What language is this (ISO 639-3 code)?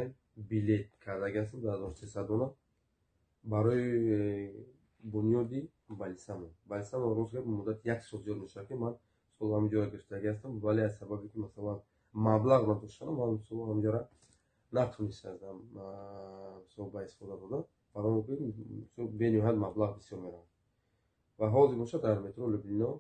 tgk